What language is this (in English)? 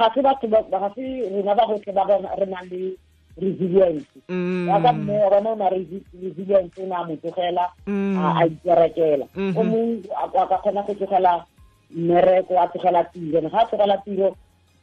Tswana